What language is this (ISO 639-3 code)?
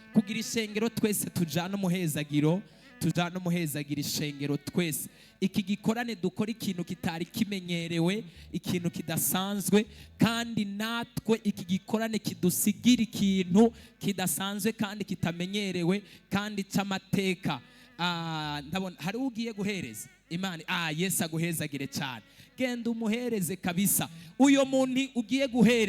run